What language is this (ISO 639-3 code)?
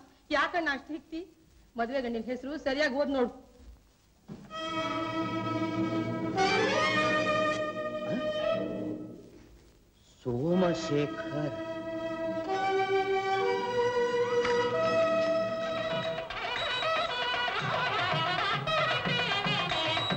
kan